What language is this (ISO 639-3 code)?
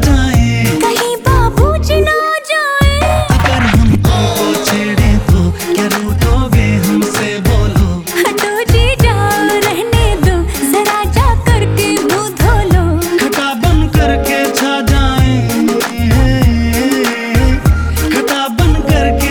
hin